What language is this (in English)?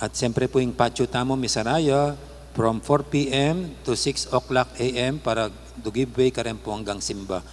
Pampanga